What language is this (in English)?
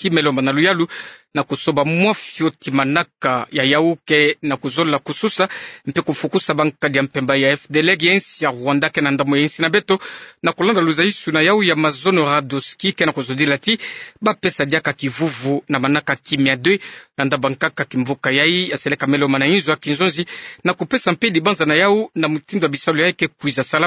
Kituba (Democratic Republic of Congo)